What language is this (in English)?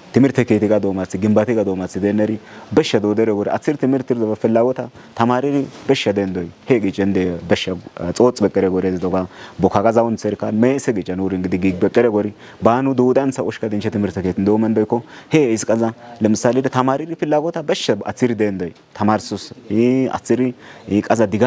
Kafa